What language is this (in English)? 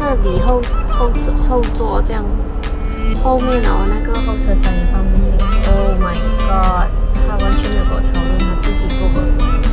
Chinese